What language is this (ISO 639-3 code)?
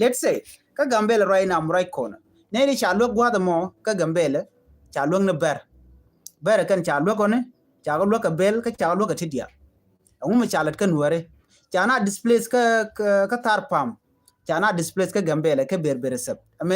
nus